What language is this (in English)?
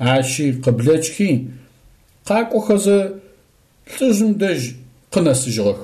Adyghe